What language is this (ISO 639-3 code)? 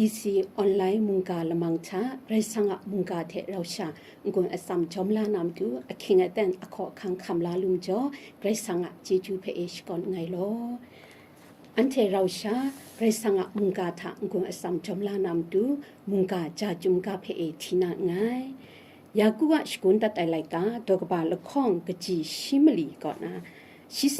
kac